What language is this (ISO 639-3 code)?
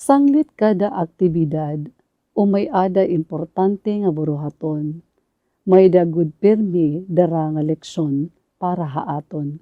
war